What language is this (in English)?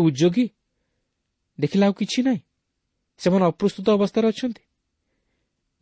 Odia